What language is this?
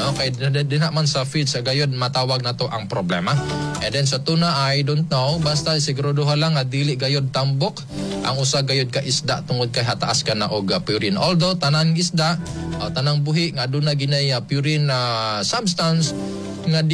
Cebuano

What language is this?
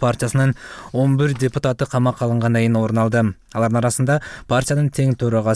Kyrgyz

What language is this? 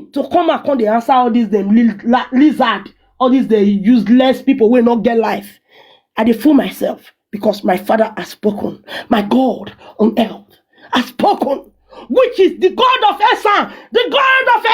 Nigerian Pidgin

